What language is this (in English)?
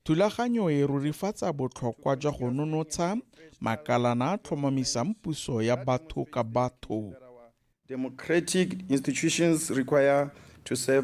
Tswana